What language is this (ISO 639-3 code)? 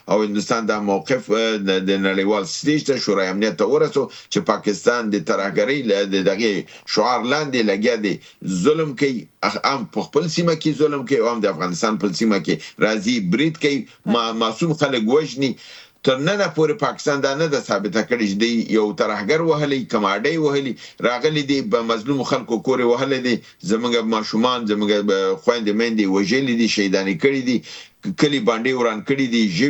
pus